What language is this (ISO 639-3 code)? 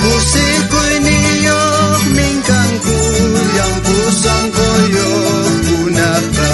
quh